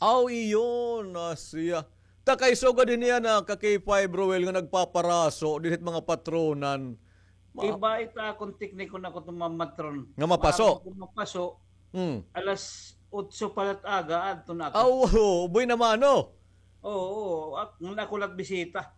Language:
Waray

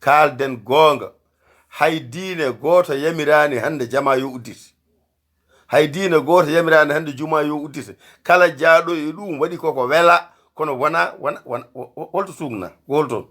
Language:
Fula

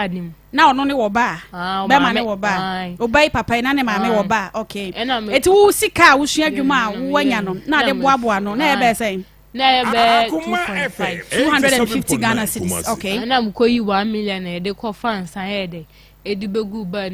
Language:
Akan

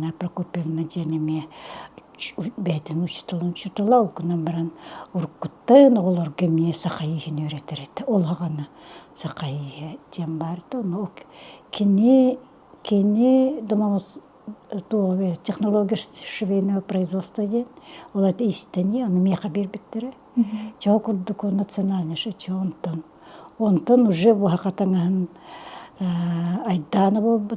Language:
Yakut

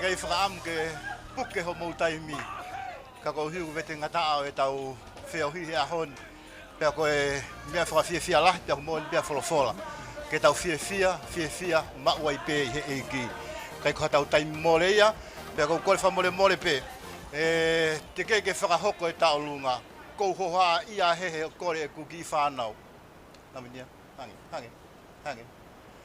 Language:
Tongan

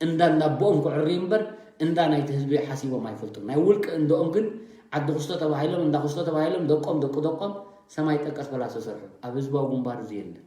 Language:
Tigrinya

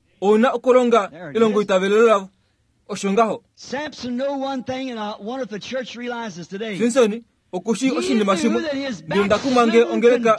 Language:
Kuanyama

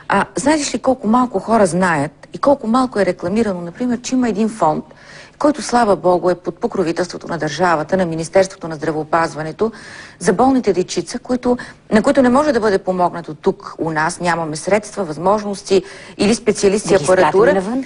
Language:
Bulgarian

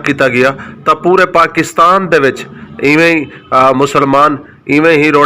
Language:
Saraiki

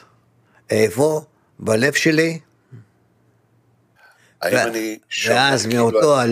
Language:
Hebrew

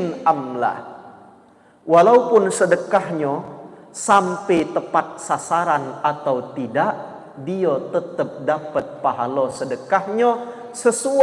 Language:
Musi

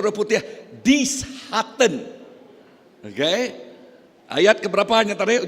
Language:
Iban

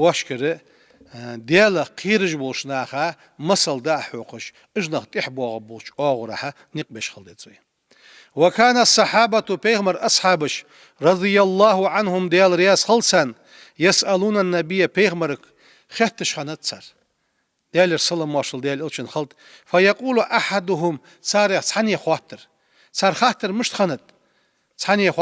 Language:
Ingush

